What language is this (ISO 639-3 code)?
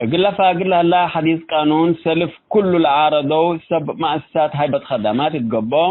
tig